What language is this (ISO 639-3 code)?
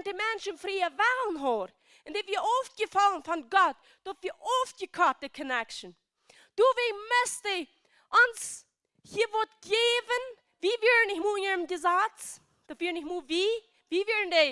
pdt